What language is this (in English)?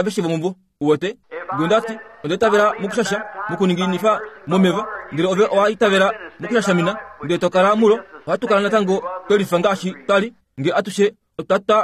Kuanyama